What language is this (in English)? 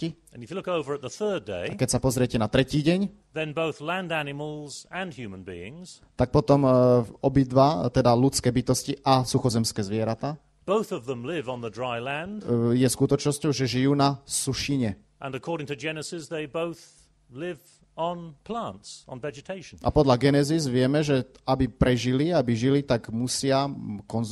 Slovak